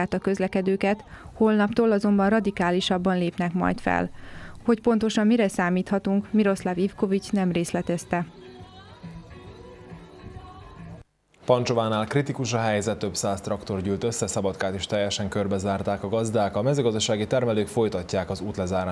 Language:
Hungarian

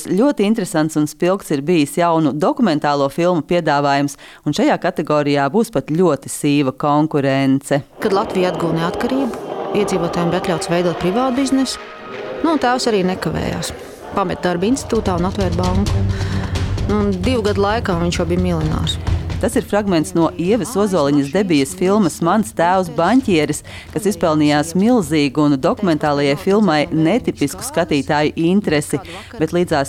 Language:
Latvian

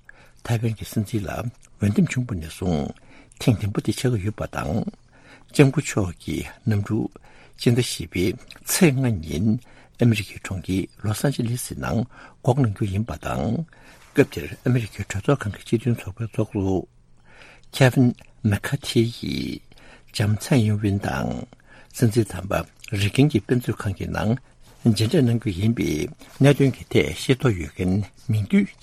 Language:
Tibetan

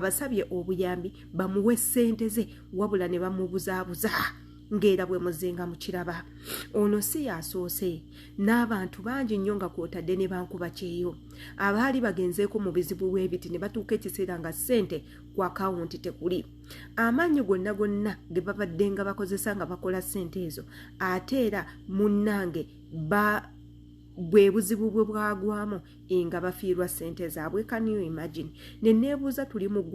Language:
Ganda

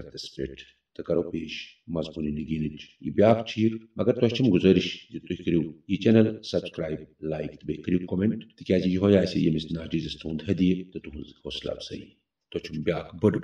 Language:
Kashmiri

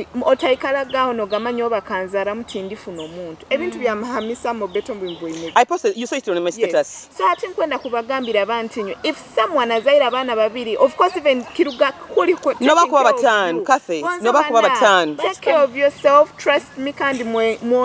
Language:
Nyoro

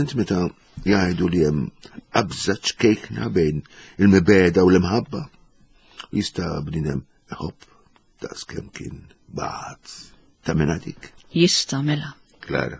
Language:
Maltese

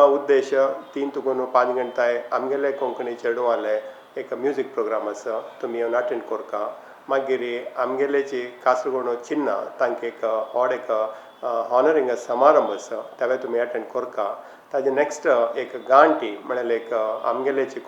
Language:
Konkani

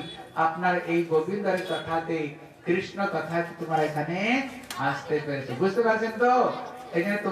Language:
Bangla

